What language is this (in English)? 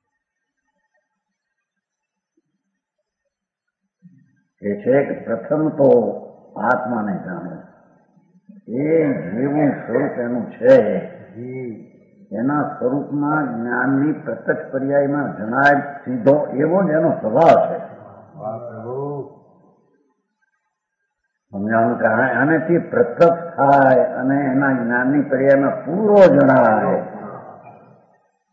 Gujarati